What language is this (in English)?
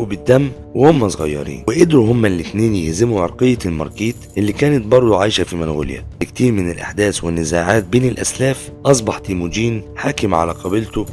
Egyptian Arabic